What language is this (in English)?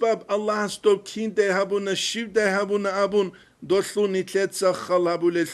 Avaric